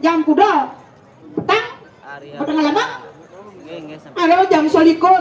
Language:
Balinese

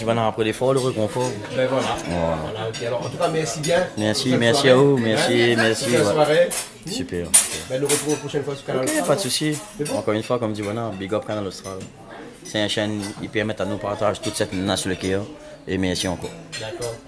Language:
Réunion Creole French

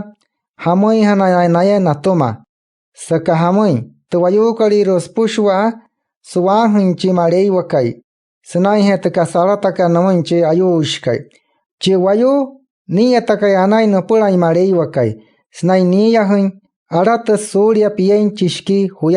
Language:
Wayuu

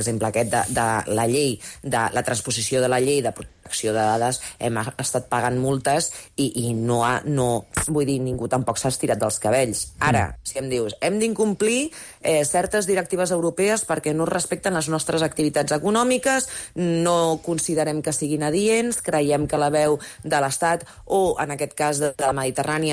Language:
Catalan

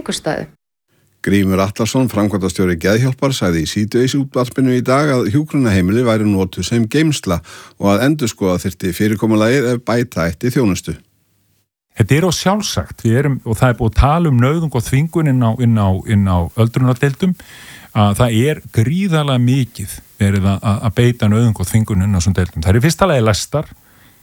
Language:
Icelandic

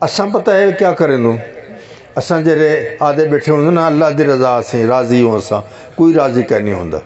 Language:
Saraiki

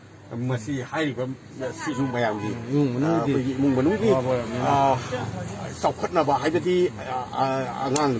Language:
Manipuri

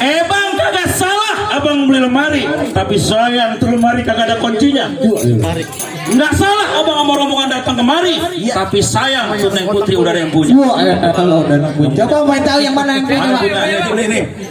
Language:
Betawi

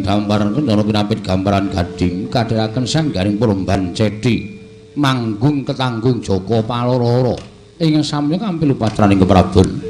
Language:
Javanese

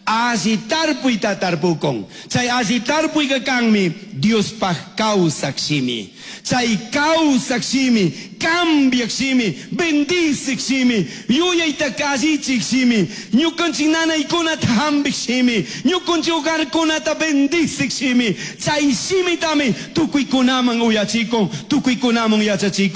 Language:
Chimborazo Highland Quichua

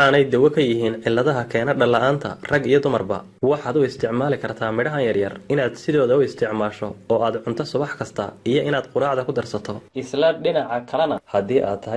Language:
Somali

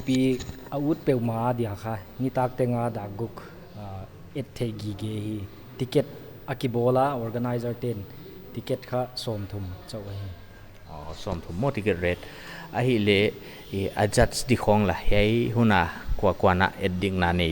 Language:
Paite Chin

